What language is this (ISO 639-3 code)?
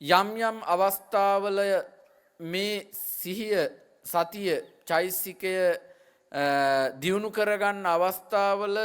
sin